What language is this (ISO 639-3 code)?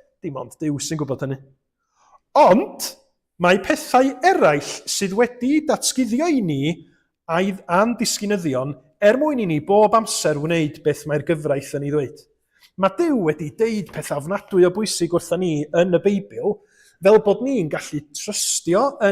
cym